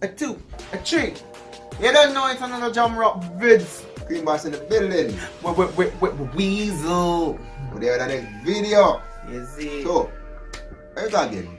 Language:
Jamaican Creole English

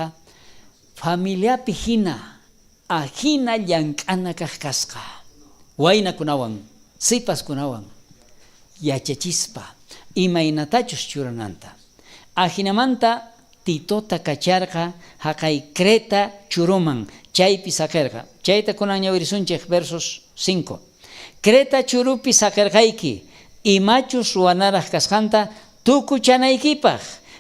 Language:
South Bolivian Quechua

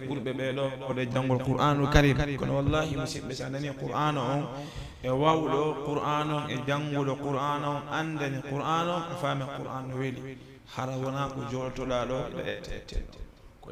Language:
Fula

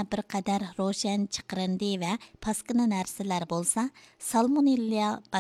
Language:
Uyghur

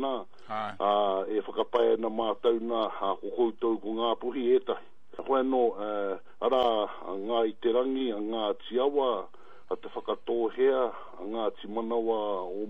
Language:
Māori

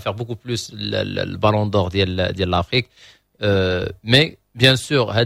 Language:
Moroccan Arabic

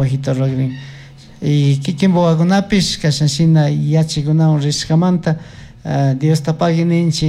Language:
Chimborazo Highland Quichua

